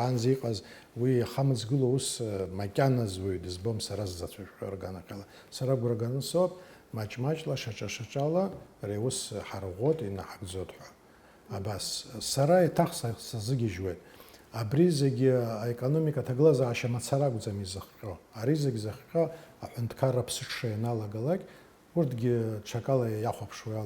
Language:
Abkhazian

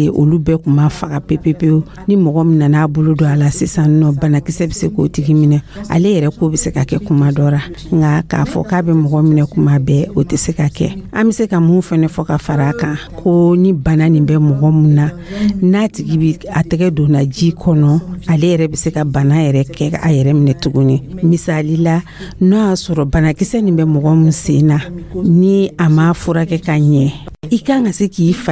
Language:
Dyula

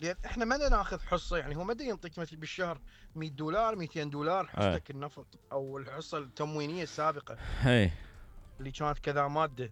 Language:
Mesopotamian Arabic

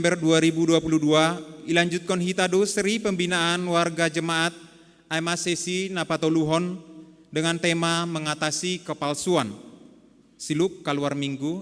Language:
Batak Simalungun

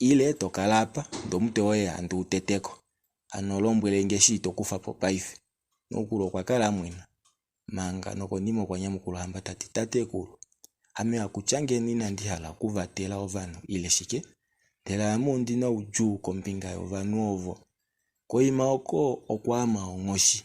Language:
Kuanyama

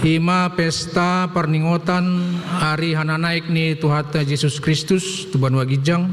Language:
Batak Toba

